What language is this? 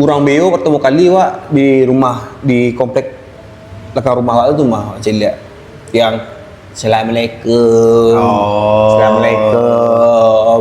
Minangkabau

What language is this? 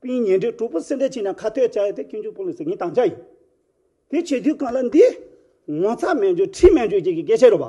Tibetan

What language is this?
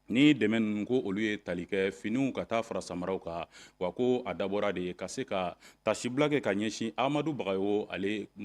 Bambara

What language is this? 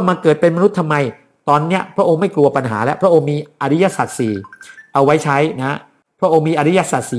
Thai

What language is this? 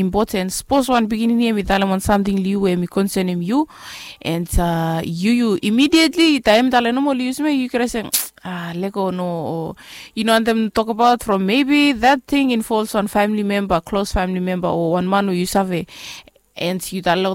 Bislama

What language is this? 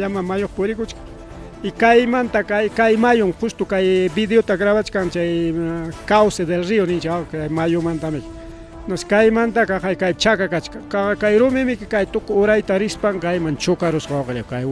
Ayacucho Quechua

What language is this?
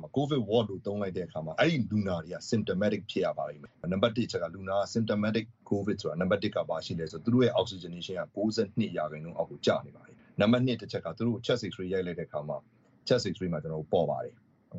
Burmese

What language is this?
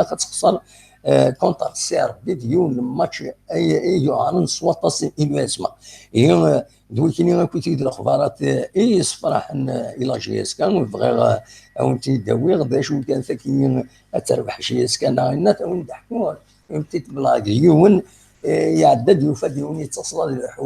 Kabyle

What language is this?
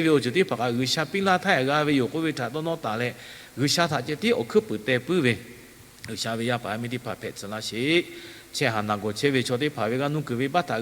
Lahu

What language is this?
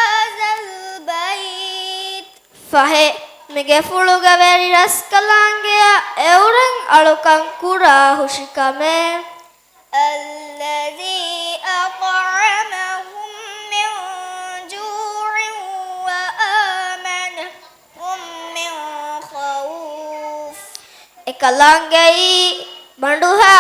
Divehi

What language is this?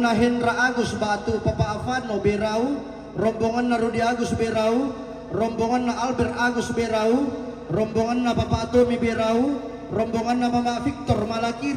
Toraja-Sa'dan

